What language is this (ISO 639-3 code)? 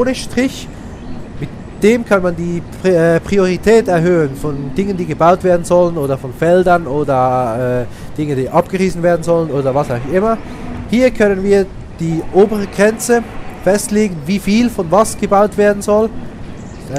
gsw